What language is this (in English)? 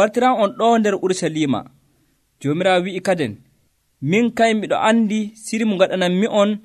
Nigerian Fulfulde